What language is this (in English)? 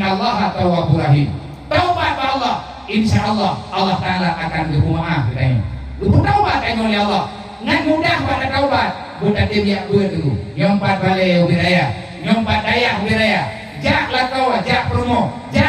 Achinese